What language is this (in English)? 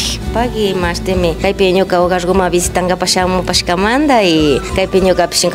Imbabura Highland Quichua